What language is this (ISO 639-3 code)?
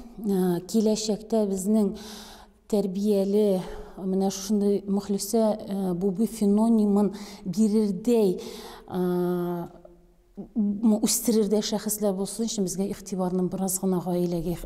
tat